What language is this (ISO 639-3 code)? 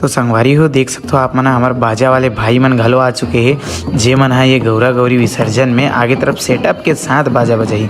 hne